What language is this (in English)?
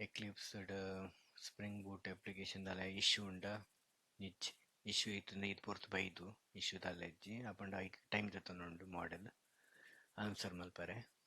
Tulu